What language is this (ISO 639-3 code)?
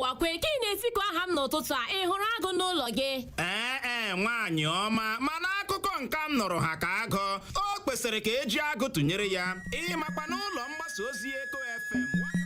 ibo